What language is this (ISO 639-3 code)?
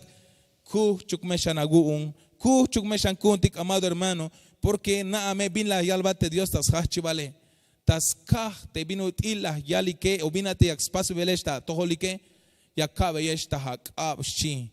tzh